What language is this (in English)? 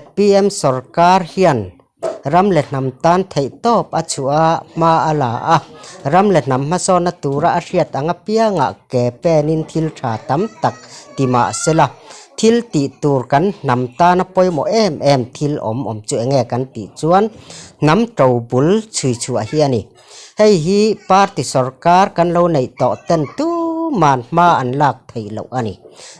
Mizo